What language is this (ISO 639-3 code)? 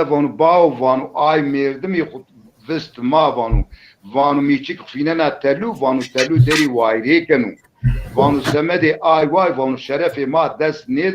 zza